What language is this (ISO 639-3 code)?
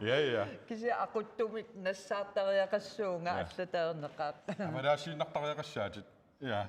kal